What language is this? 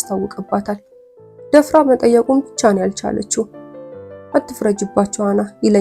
Amharic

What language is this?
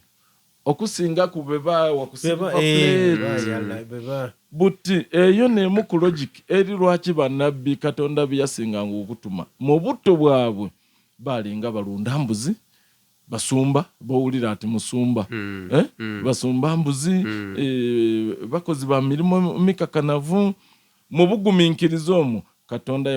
Soga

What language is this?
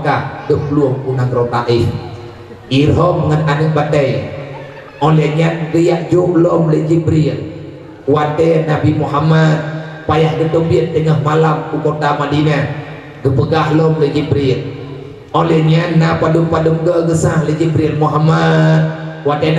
Achinese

